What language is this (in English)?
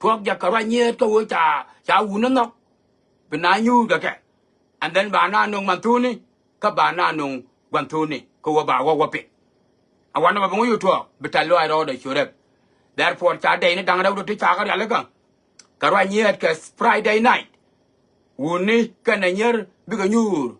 Nuer